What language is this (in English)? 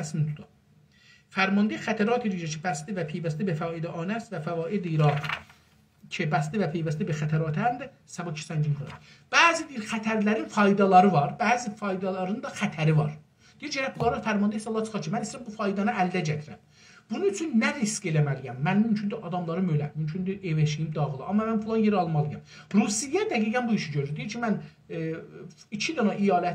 South Azerbaijani